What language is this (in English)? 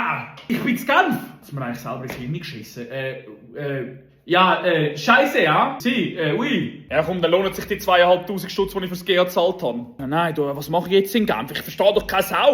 Swiss German